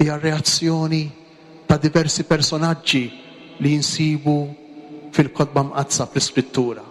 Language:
Maltese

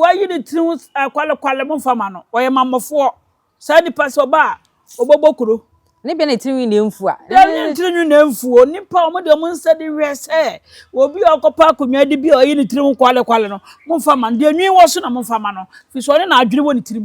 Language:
Akan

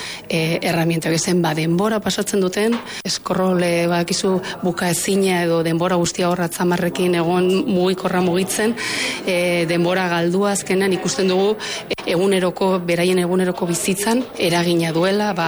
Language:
Basque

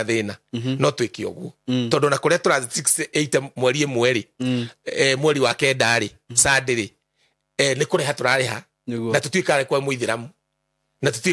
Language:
Kikuyu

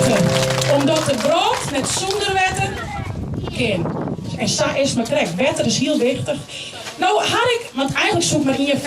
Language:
Western Frisian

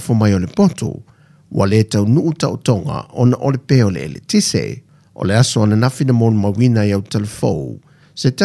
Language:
Samoan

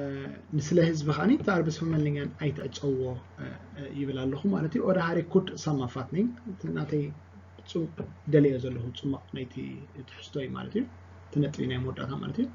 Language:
Tigrinya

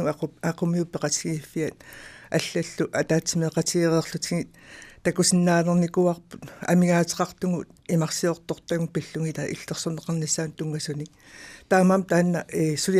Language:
Kalaallisut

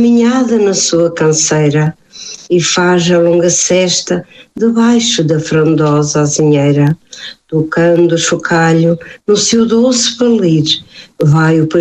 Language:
Portuguese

